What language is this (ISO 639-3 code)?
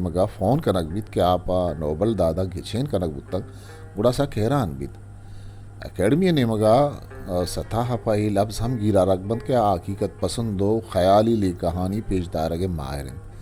bgp